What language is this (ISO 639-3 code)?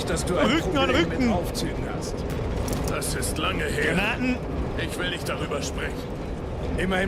bar